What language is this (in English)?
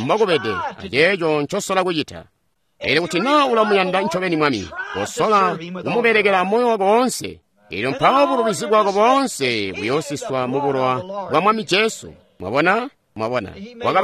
Tonga (Zambia)